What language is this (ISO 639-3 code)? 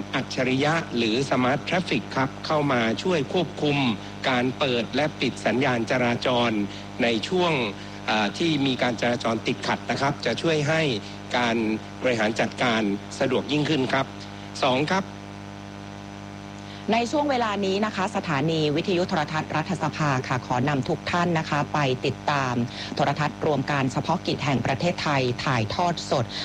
tha